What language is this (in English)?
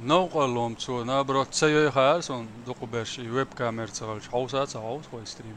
Chechen